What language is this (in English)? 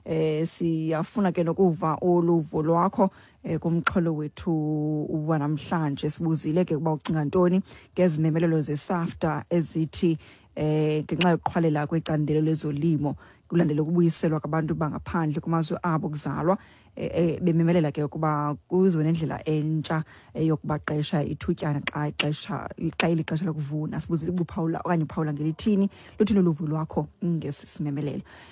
Xhosa